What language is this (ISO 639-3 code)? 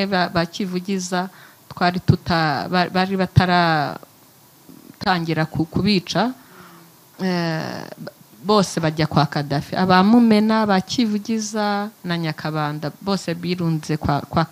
kin